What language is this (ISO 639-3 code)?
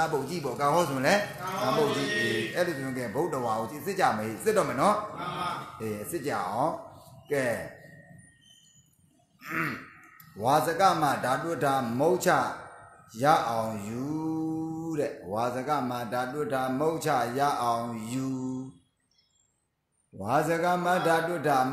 mya